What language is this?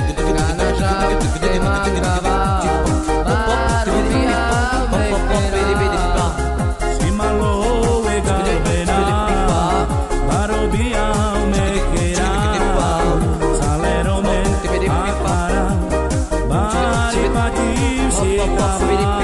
Romany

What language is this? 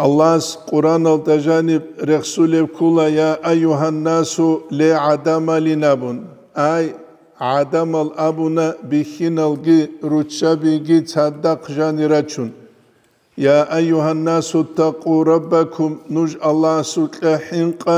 Avaric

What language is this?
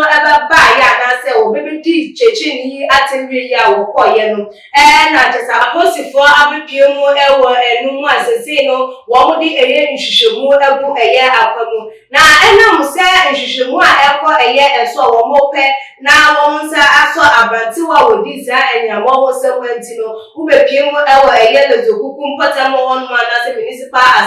Akan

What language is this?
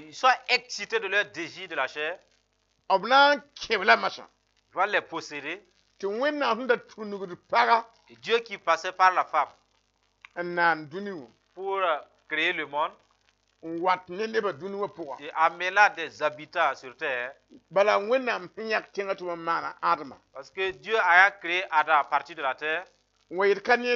Mossi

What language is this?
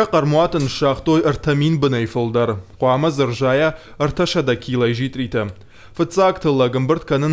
Ossetic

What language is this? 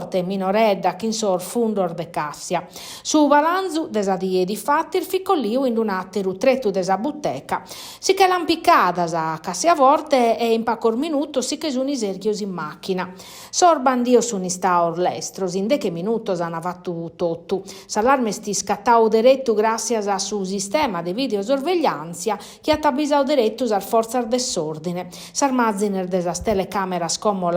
Sardinian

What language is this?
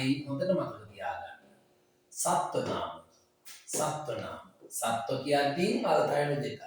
Sinhala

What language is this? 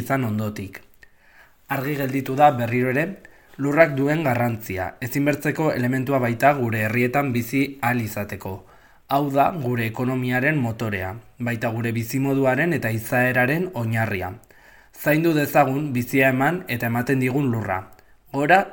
Basque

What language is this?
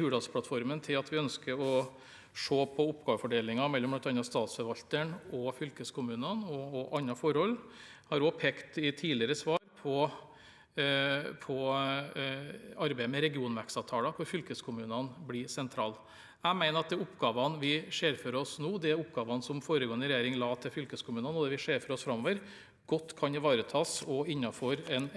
Norwegian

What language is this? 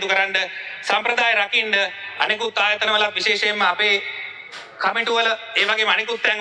Sinhala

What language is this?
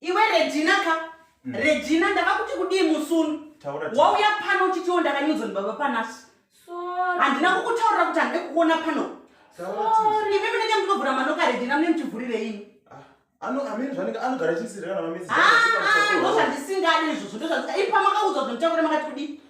Shona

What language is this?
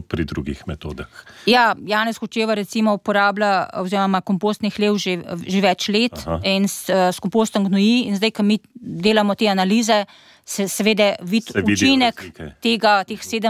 Slovenian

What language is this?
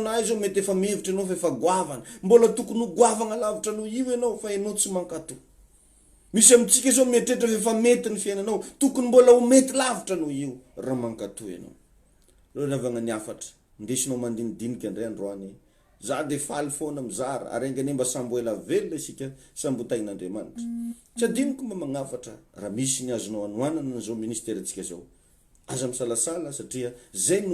Malagasy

